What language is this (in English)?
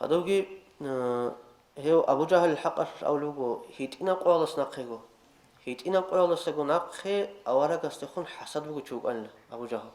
Avaric